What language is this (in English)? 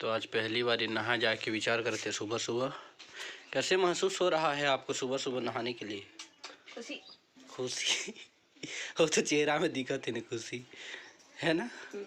Chhattisgarhi